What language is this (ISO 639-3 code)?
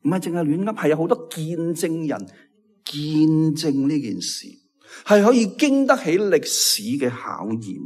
yue